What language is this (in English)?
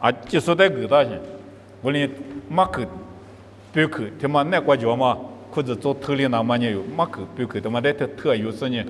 Lisu